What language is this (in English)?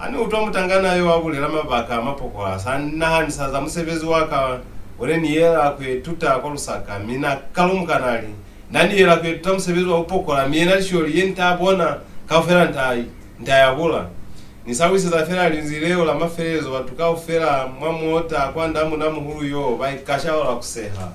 Lozi